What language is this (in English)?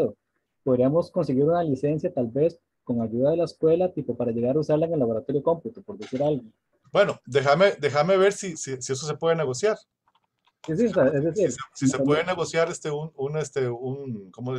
Spanish